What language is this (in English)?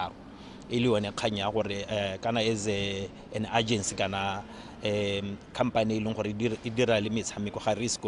Tswana